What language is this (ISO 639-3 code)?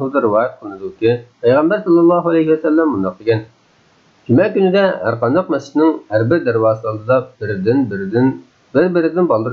uig